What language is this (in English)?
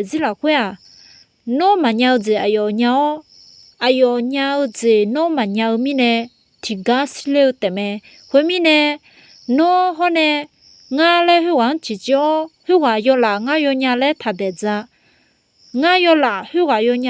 Akha